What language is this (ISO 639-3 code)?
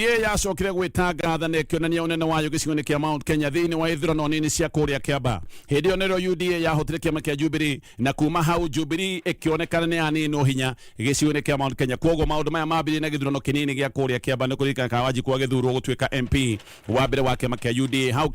kik